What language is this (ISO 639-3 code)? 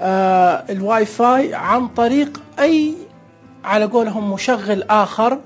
ars